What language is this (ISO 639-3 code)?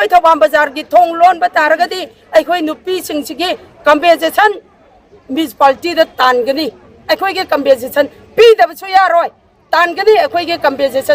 mni